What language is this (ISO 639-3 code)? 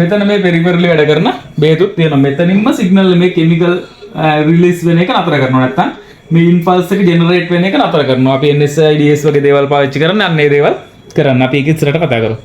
sin